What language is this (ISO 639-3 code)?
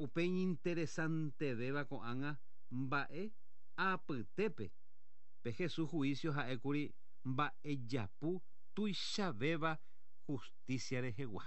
grn